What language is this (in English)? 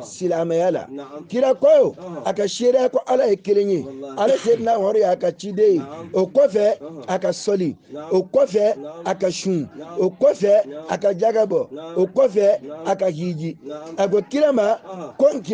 Bambara